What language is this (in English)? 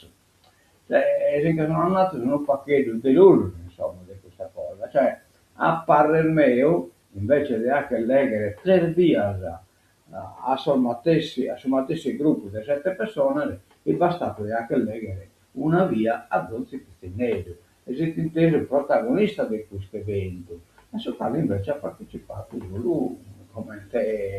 Sardinian